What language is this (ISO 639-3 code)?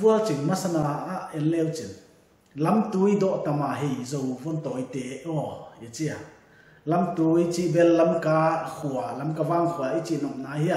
pck